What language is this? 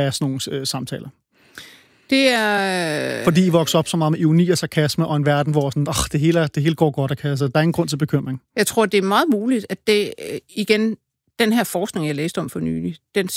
Danish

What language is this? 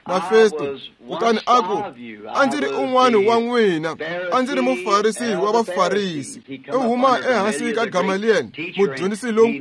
Tsonga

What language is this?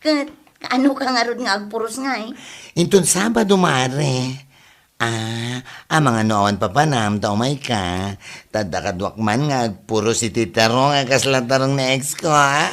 Iloko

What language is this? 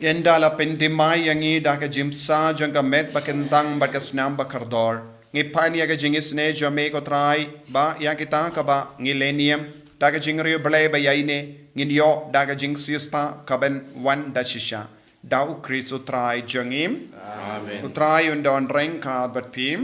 Khasi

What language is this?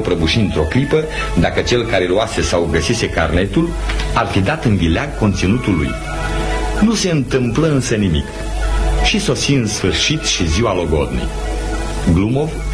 Romanian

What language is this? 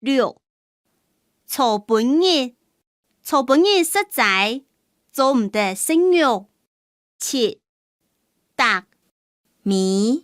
Hakka Chinese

